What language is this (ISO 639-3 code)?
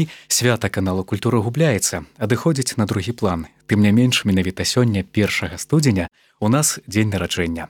bel